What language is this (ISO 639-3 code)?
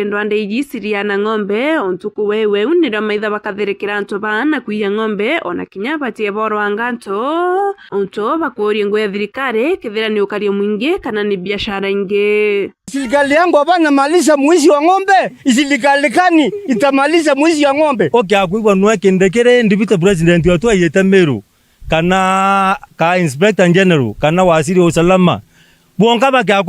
mer